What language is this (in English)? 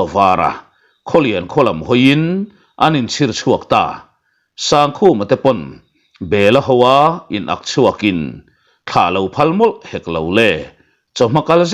Mizo